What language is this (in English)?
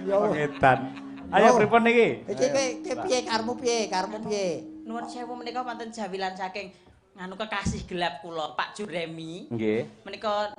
Javanese